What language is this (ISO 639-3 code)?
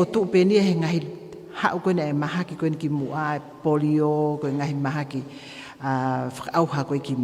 ton